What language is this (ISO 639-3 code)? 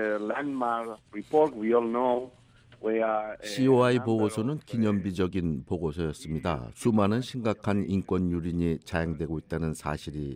kor